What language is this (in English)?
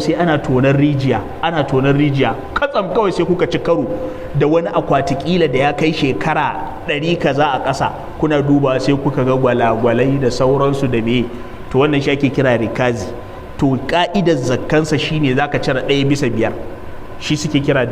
Hausa